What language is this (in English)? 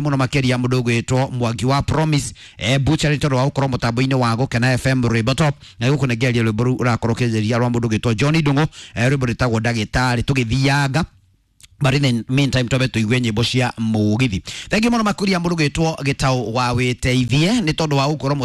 Kikuyu